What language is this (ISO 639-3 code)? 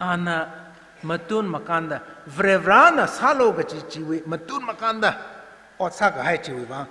nmf